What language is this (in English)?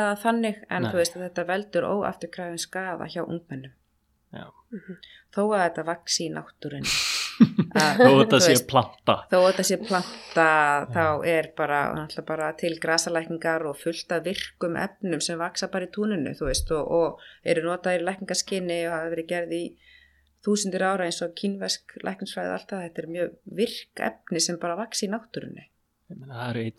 Icelandic